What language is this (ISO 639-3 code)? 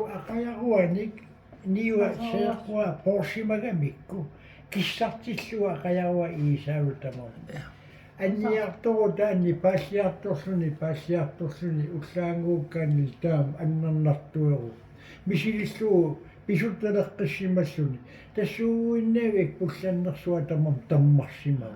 kal